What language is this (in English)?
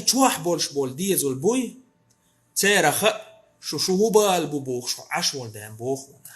Chechen